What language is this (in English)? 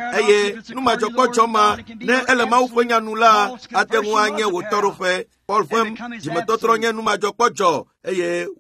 Ewe